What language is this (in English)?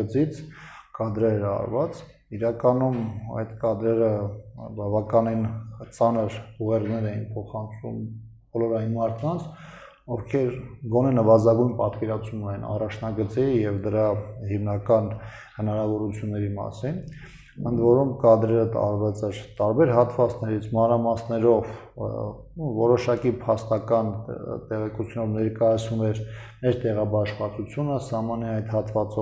Armenian